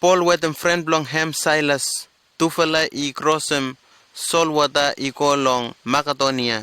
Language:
Bislama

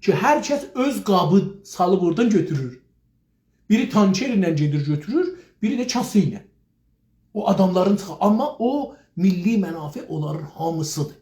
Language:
South Azerbaijani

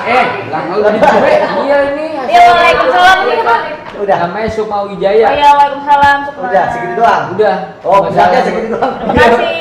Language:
Betawi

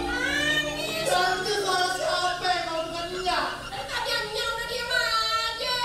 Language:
Betawi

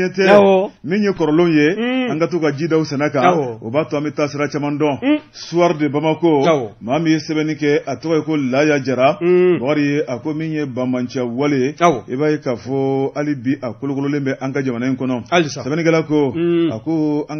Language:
Bambara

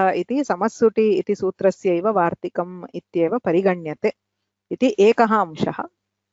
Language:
Sanskrit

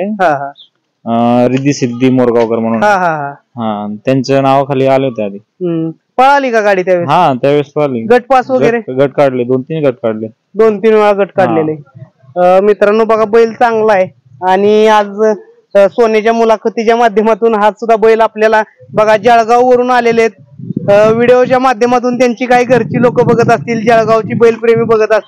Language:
Marathi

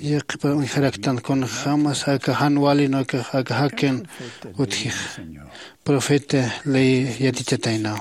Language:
Aymara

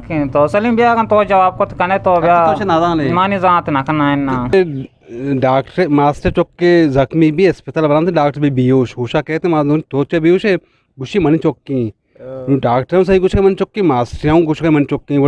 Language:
Eastern Balochi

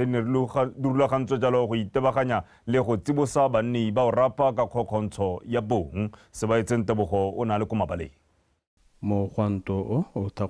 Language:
Tswana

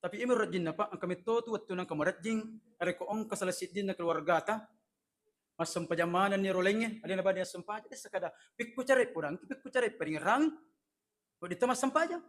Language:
Buginese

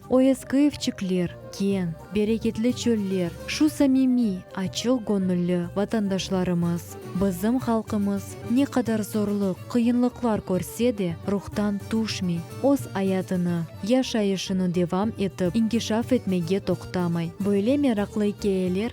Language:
Crimean Tatar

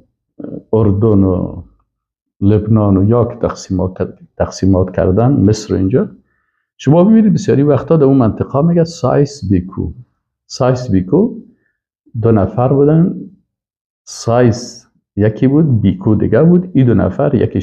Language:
Persian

